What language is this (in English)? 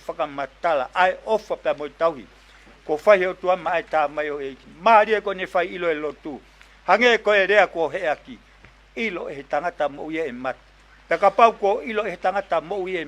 Tongan